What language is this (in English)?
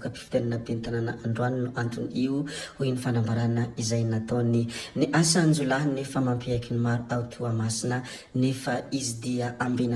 Malagasy